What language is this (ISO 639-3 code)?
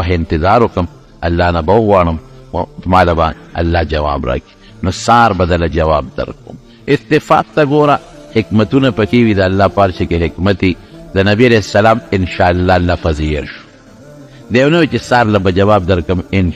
pus